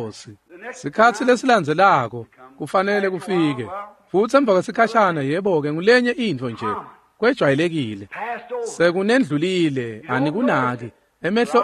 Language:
Swati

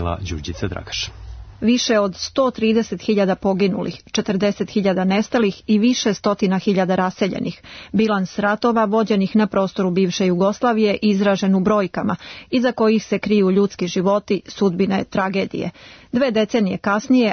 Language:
Serbian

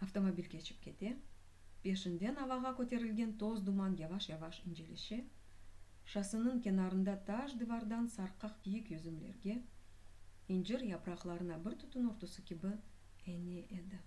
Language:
Crimean Tatar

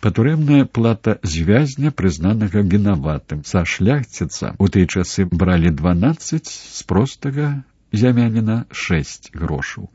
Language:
Belarusian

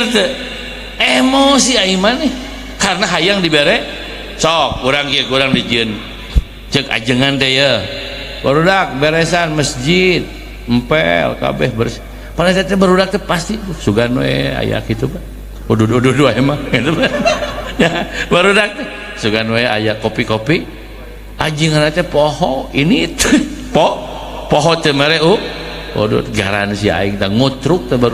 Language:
Sundanese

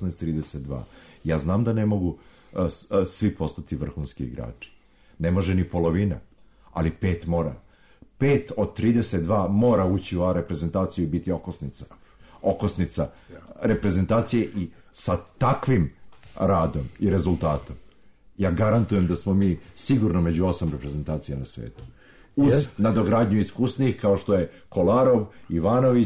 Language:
Serbian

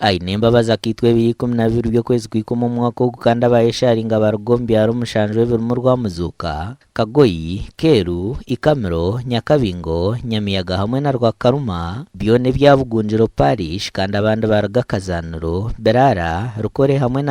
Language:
Nyankole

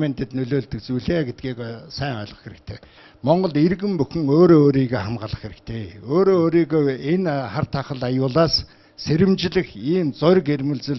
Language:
Mongolian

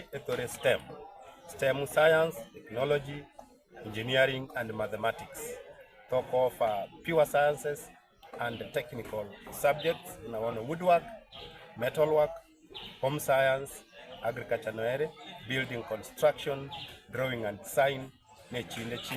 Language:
Gusii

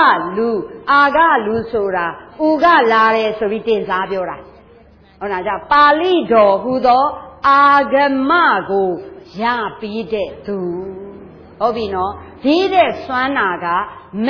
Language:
Burmese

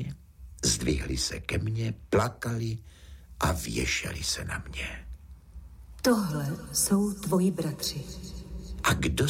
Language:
Czech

